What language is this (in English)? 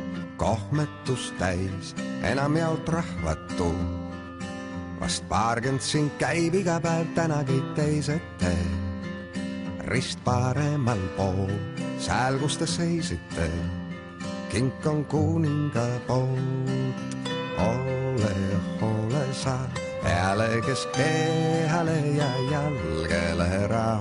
Estonian